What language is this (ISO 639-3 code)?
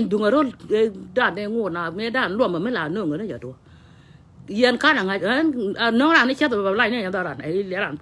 nus